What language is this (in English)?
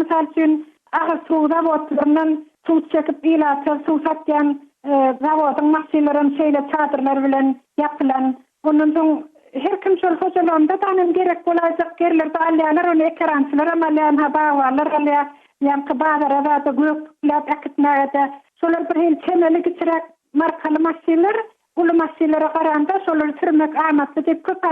Turkmen